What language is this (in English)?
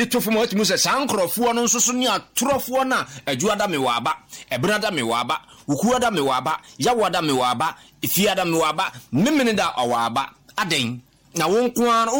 Akan